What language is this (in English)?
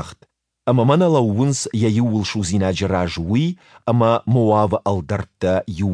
Ossetic